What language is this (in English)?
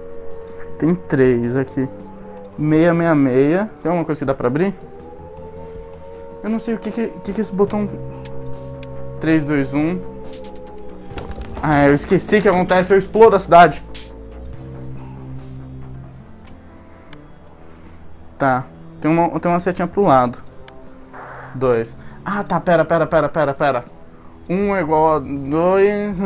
Portuguese